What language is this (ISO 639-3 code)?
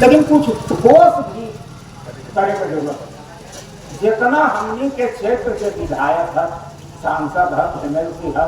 mag